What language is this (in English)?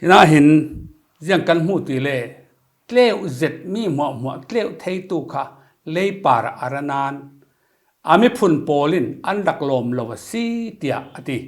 Falam Chin